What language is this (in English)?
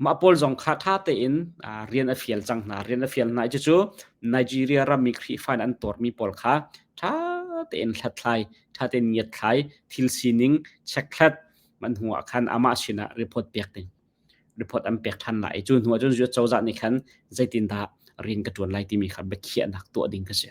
Hakha Chin